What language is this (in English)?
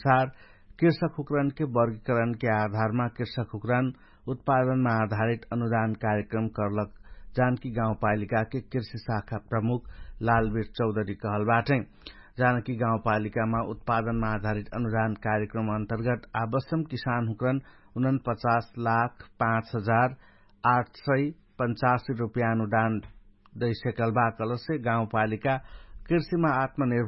Dangaura Tharu